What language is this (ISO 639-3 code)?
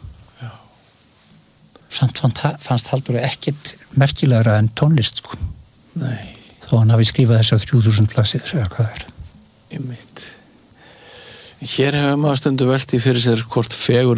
isl